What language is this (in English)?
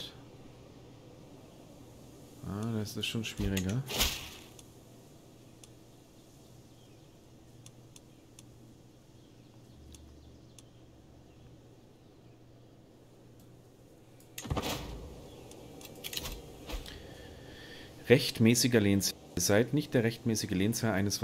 German